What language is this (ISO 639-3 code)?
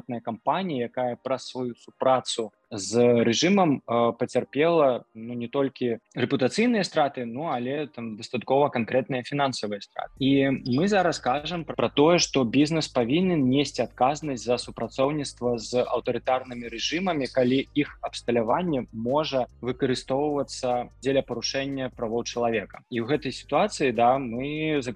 bel